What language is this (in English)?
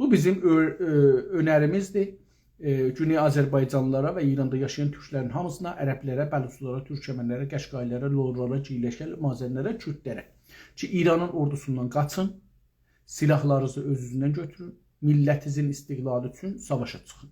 South Azerbaijani